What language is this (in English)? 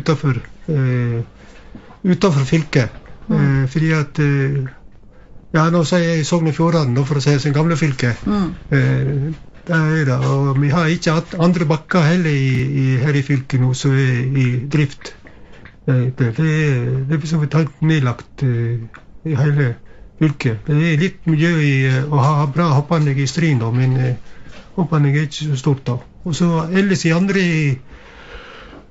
Norwegian